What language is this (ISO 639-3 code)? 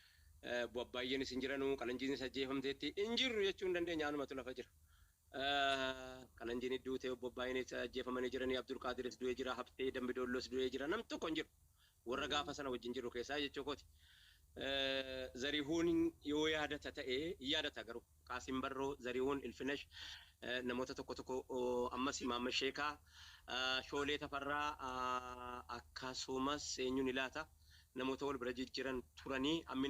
orm